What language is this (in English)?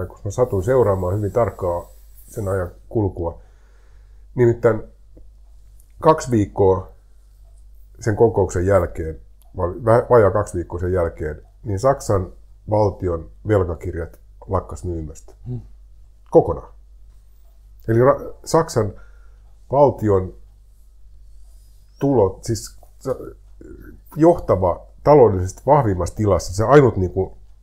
Finnish